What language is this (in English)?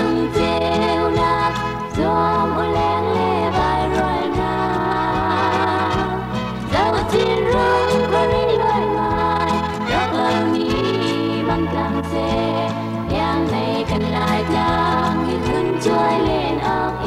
Hakha Chin